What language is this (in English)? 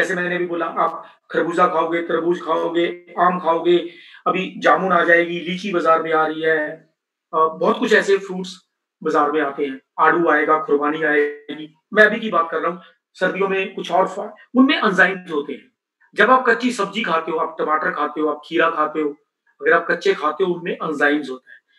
Hindi